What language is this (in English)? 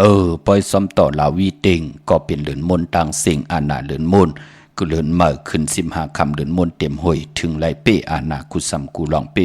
Shan